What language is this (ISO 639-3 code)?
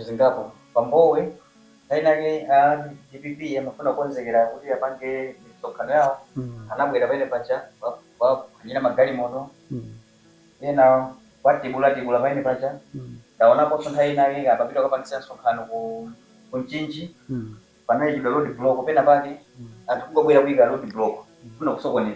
nya